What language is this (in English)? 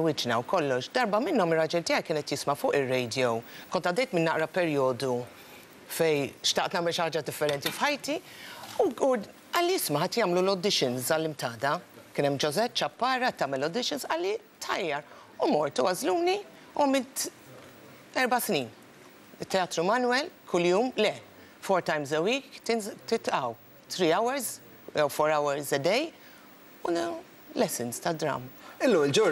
Maltese